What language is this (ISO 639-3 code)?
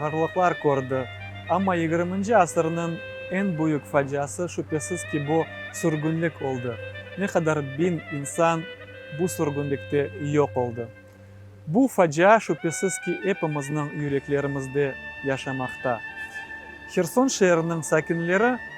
crh